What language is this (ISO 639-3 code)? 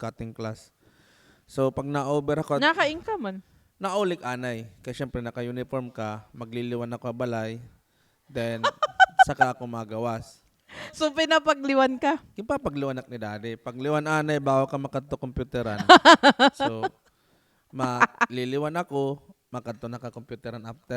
war